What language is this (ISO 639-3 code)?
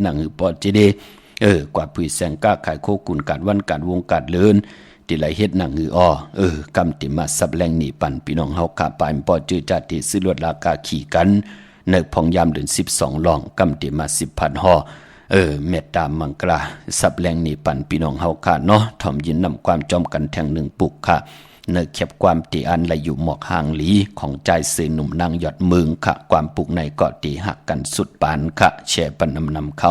shn